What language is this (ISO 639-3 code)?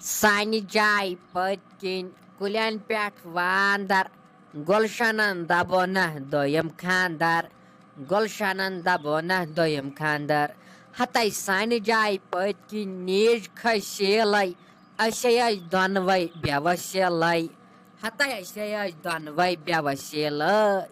kas